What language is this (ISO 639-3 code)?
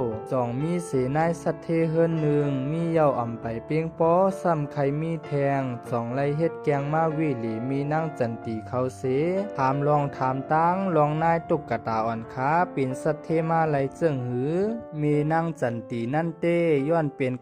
shn